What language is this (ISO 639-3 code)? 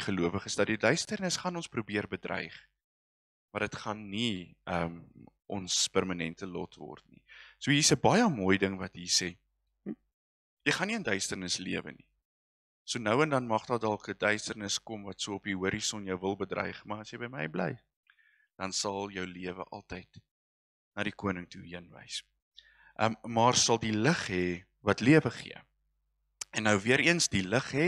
afr